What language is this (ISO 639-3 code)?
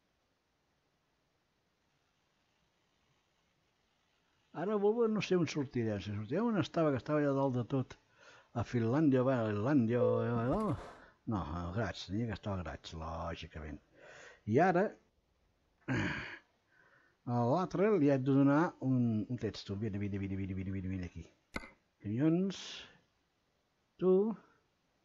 cat